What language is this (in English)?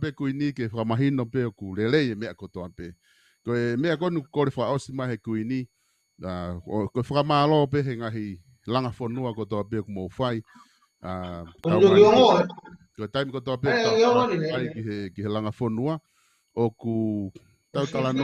Tongan